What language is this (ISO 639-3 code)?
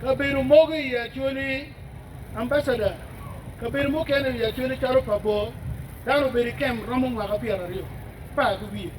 ach